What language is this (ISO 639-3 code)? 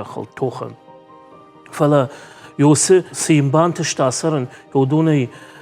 oss